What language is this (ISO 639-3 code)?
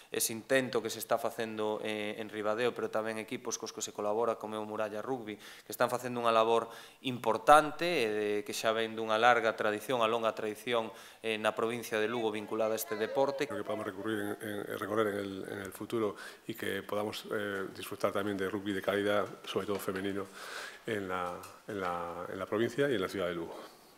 glg